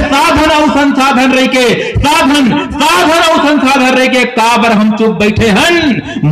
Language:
Chhattisgarhi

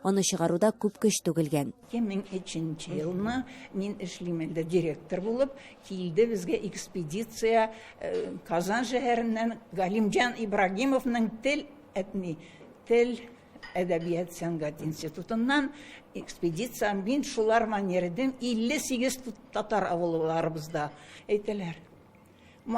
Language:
Tatar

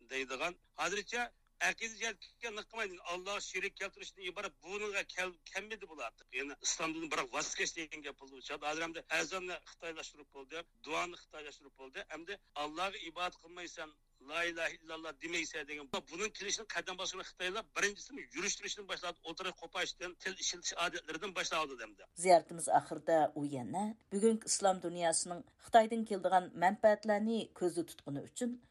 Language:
Uyghur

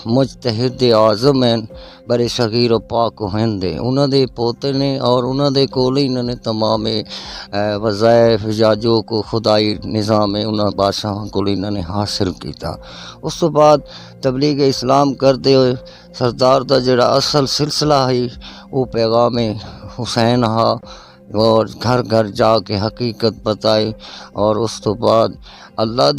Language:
Western Panjabi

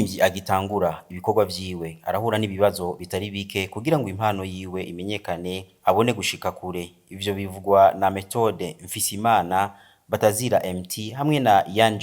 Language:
Rundi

